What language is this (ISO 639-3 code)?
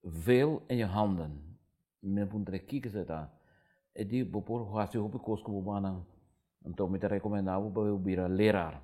pap